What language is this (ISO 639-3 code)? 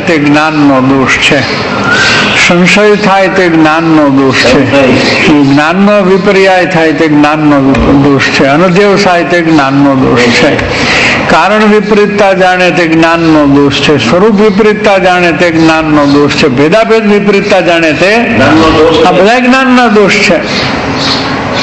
guj